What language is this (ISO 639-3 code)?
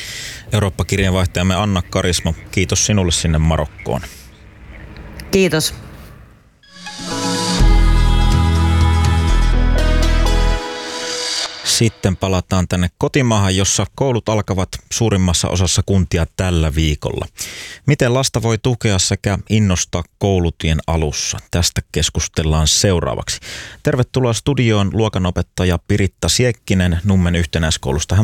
fin